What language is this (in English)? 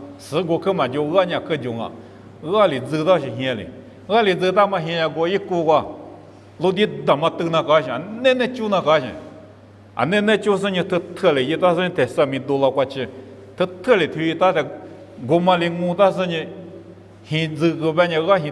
Lisu